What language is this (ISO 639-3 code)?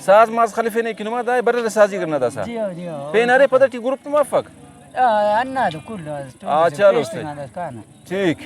brh